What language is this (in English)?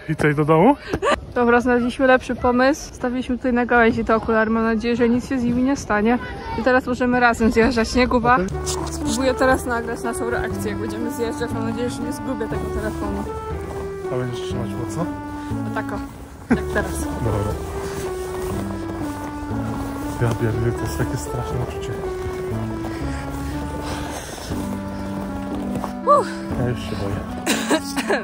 Polish